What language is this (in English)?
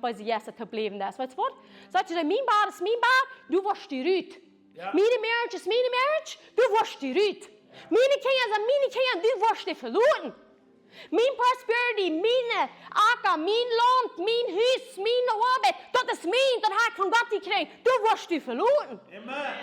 Plautdietsch